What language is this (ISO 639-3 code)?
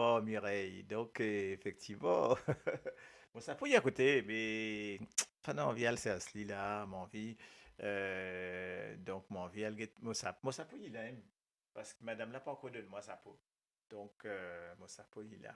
mfe